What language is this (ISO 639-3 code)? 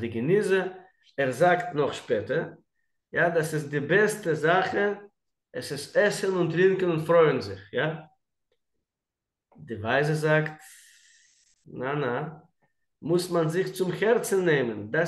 deu